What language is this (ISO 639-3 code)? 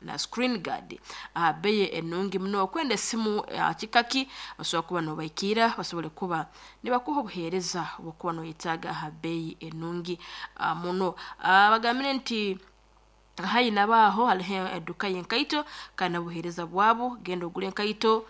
nyo